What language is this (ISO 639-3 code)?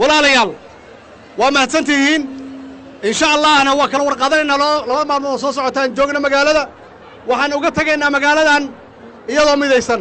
som